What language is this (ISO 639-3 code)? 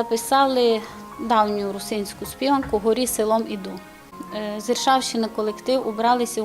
rue